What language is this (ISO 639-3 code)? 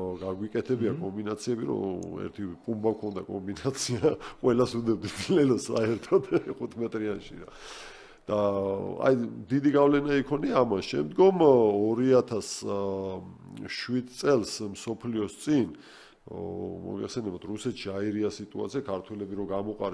kat